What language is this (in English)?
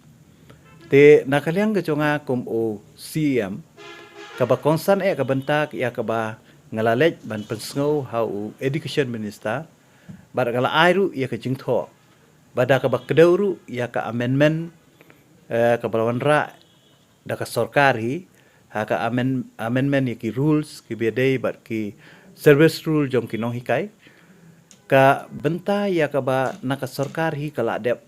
Khasi